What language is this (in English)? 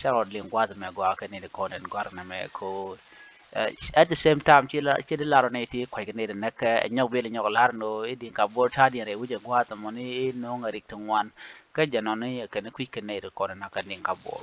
Nuer